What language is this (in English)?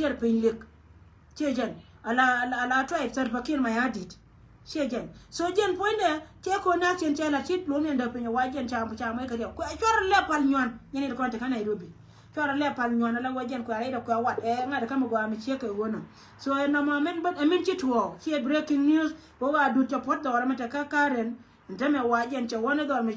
Nuer